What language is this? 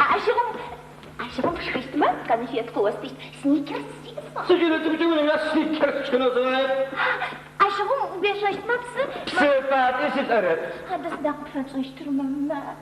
Adyghe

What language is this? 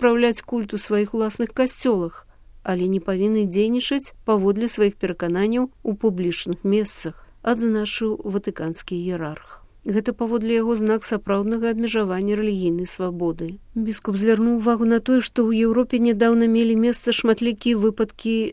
Belarusian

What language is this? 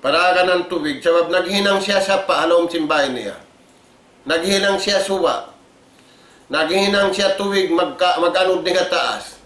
Tausug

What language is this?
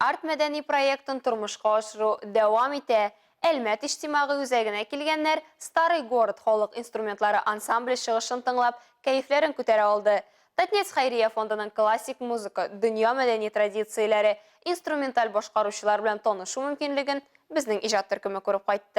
Tatar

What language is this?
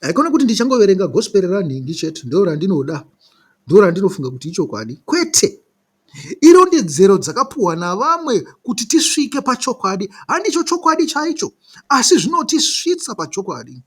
Shona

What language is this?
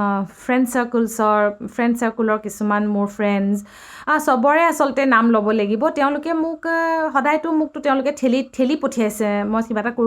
Assamese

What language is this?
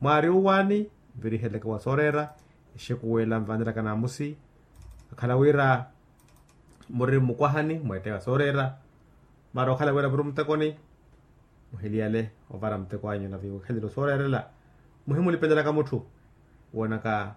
Makhuwa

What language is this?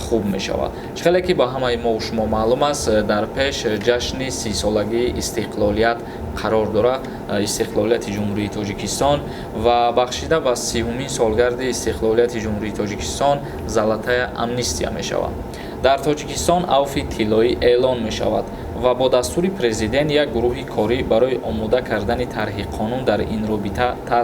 Tajik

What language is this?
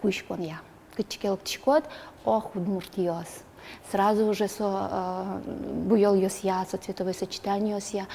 Udmurt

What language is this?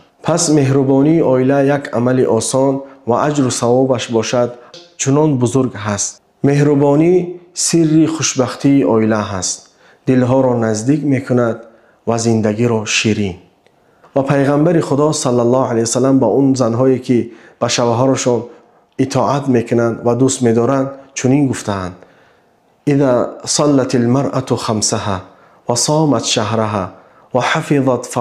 Tajik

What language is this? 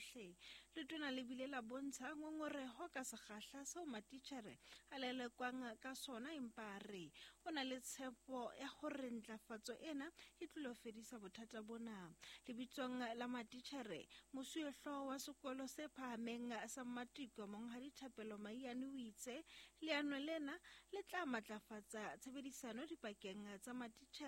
Southern Sotho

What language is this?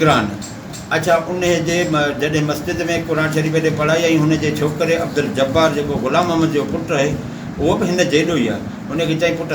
Sindhi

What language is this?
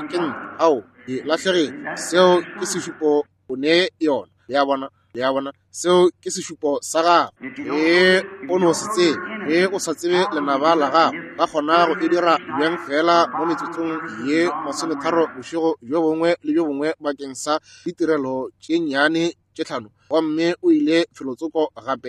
Northern Sotho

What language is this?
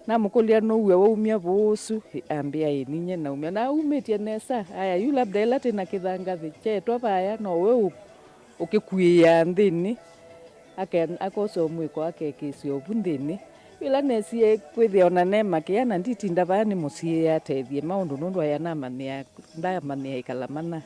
Kamba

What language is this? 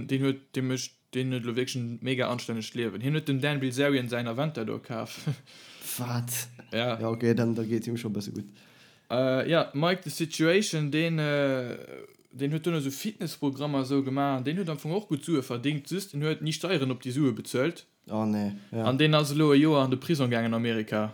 Luxembourgish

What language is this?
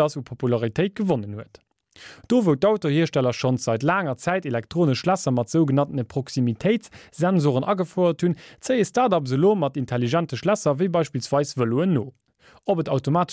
Luxembourgish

